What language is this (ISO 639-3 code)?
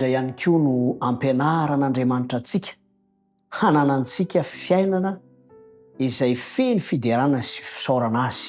mlg